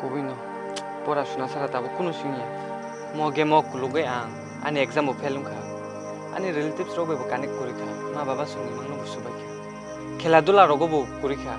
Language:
Kok Borok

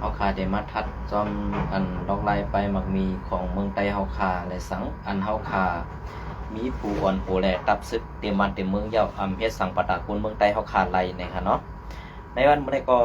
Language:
Shan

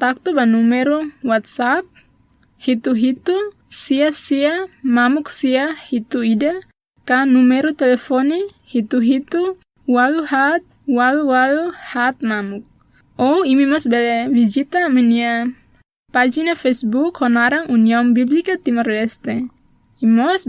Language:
Tetum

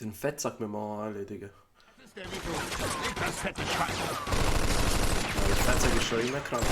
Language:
Swiss German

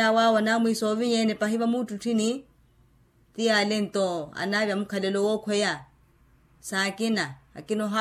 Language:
Makhuwa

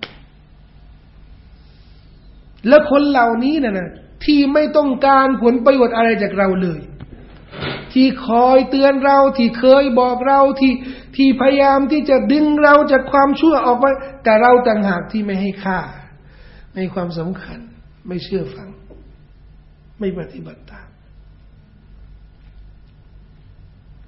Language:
Thai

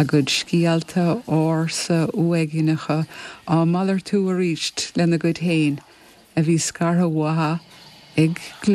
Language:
Irish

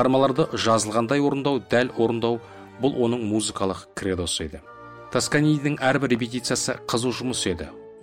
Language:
Kazakh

